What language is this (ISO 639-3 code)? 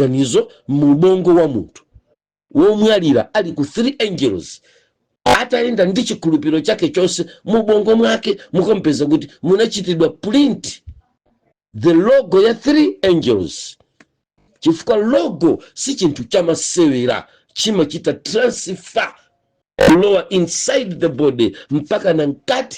nya